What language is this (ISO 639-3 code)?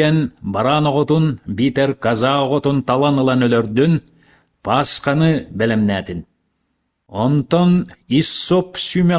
sah